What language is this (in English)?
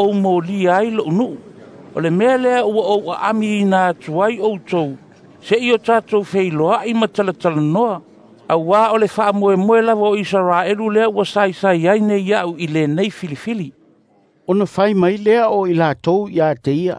Samoan